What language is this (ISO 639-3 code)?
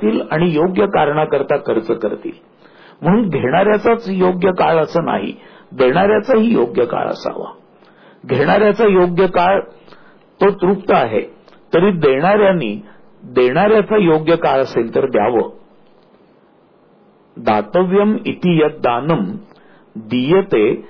mar